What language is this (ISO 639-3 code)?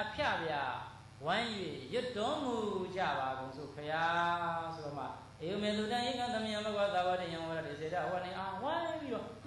mya